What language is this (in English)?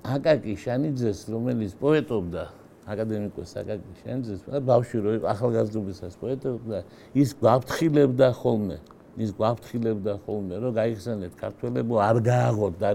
Georgian